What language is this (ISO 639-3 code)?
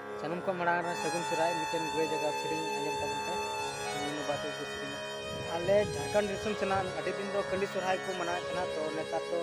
sat